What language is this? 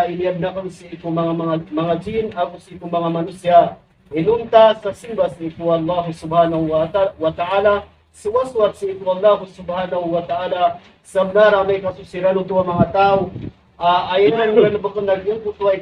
Maranao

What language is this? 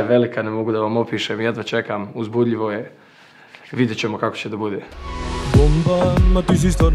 Serbian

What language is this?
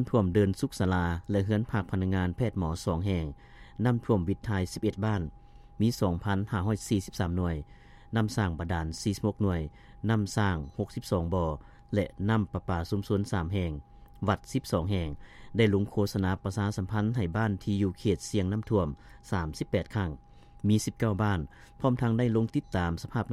Lao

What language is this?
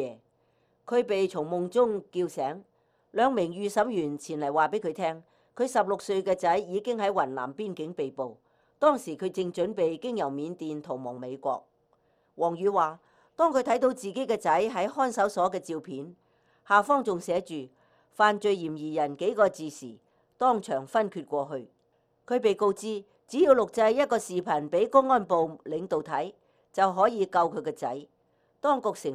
Cantonese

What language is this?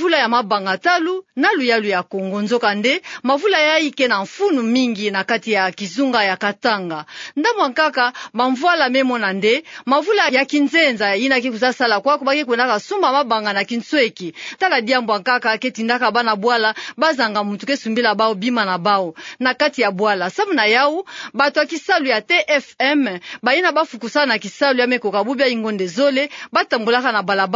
Kituba (Democratic Republic of Congo)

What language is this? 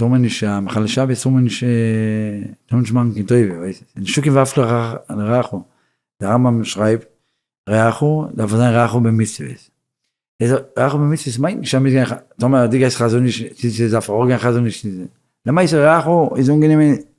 Yiddish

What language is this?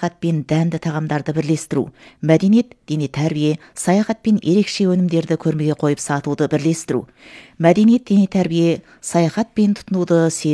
Kazakh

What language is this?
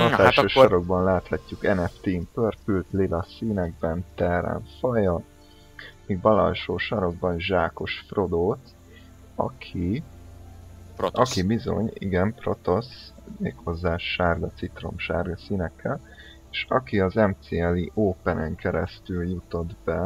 Hungarian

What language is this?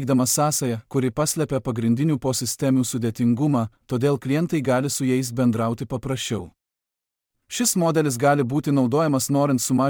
Lithuanian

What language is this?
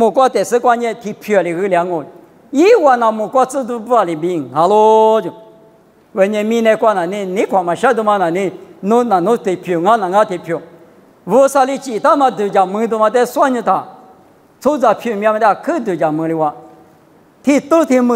Lisu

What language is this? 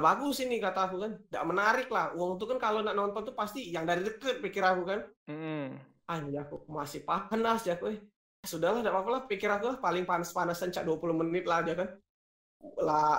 Musi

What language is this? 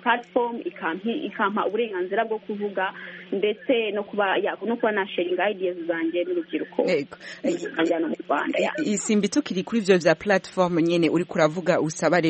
Kinyarwanda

